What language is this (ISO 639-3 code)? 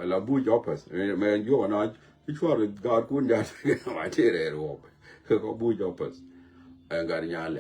nus